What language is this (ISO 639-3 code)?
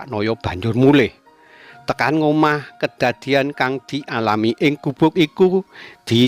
jav